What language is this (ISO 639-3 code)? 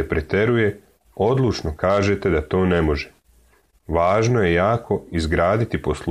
srp